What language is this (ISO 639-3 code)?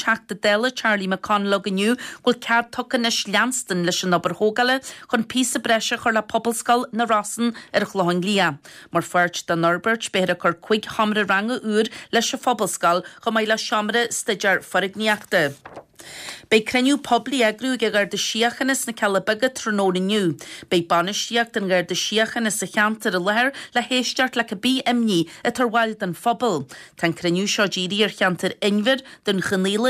gle